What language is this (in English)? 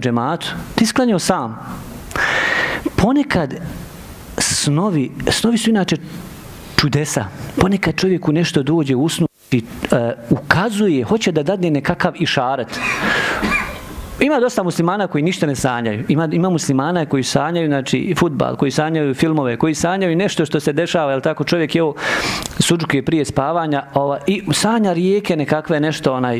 Bosnian